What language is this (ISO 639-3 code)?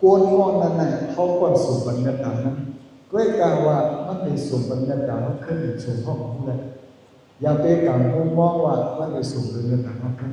shn